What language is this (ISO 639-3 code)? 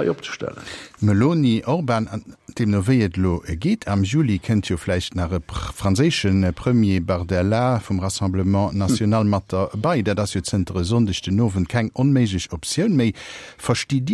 ltz